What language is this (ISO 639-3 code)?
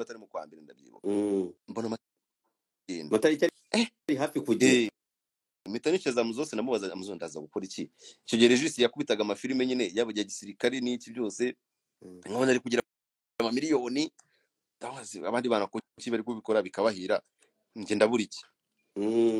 kin